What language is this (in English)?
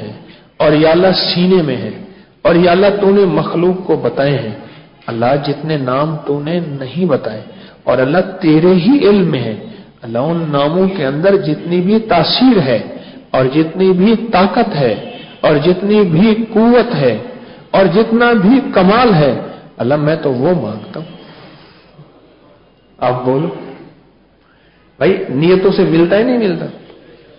Urdu